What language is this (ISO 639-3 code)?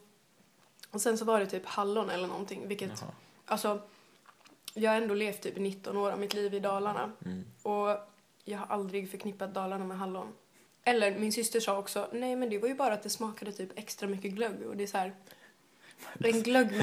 swe